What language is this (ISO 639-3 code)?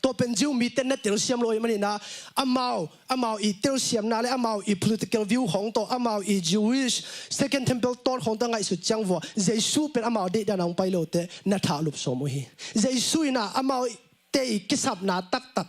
ctd